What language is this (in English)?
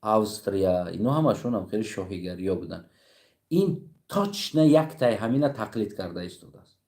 Tajik